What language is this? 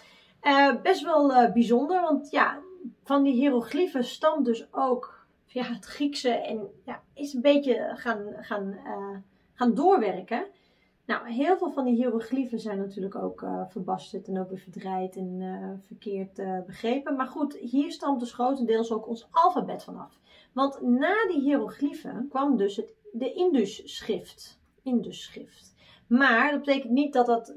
Dutch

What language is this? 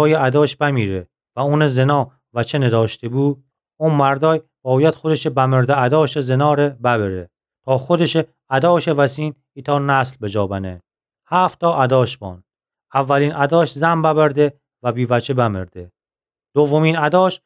Gilaki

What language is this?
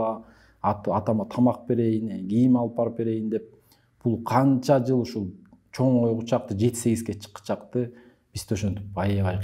Kyrgyz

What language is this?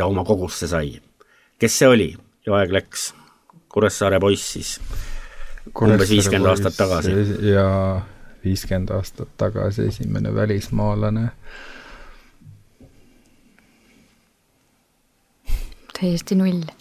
Estonian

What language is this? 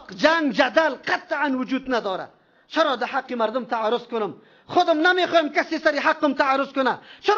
Persian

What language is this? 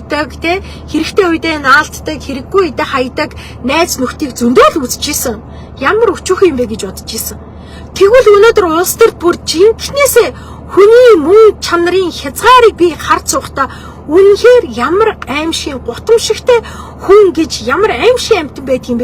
Mongolian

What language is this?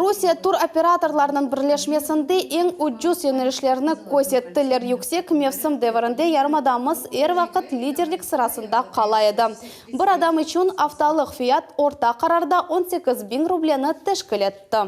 Crimean Tatar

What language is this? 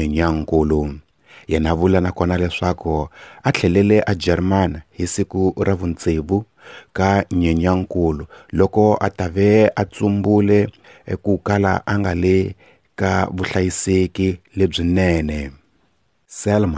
Tsonga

